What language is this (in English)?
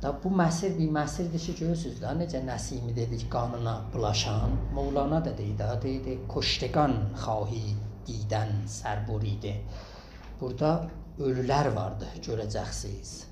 South Azerbaijani